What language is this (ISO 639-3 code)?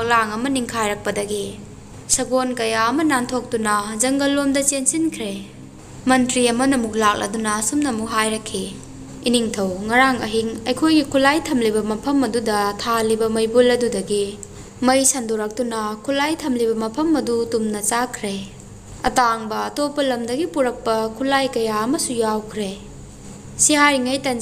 mni